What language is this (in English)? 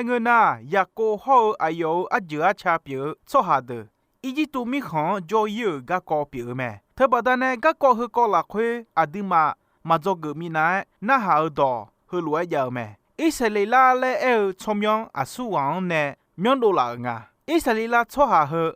Akha